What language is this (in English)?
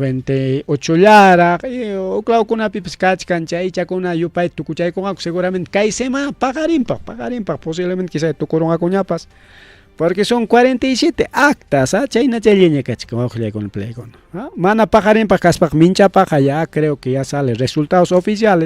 Ayacucho Quechua